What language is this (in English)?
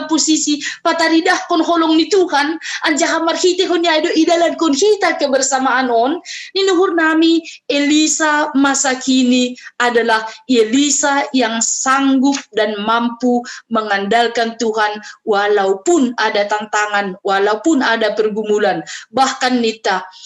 Batak Simalungun